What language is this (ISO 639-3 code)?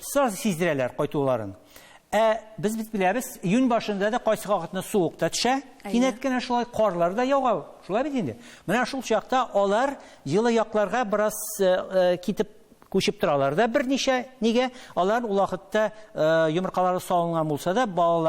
tat